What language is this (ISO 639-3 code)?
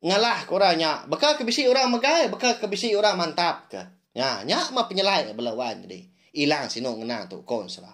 iba